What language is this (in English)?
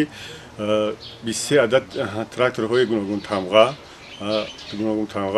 Tajik